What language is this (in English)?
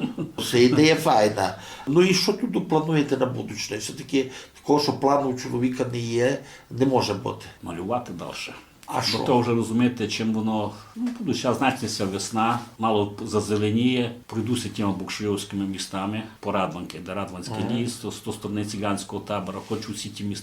Rusyn